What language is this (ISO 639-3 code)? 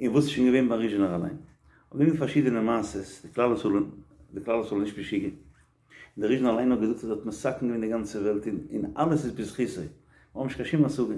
yid